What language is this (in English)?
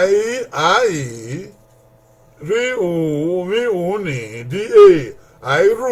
Bini